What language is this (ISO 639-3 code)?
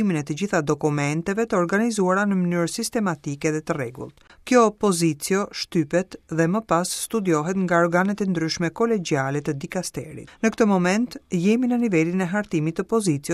sqi